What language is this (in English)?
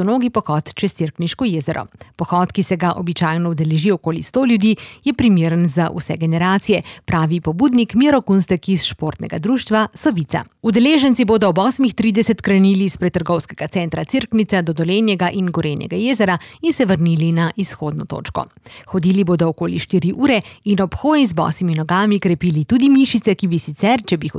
Slovenian